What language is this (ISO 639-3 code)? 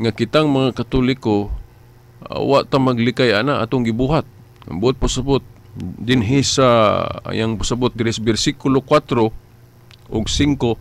ceb